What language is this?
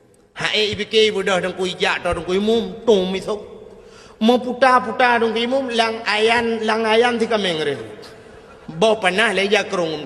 Achinese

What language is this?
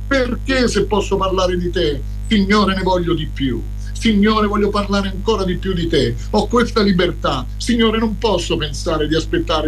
Italian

